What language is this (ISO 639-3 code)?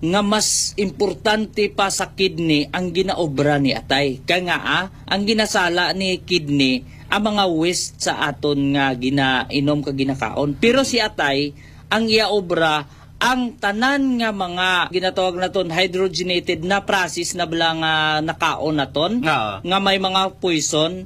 hil